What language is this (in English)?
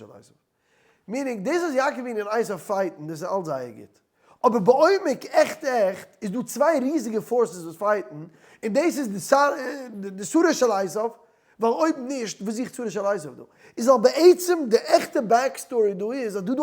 Yiddish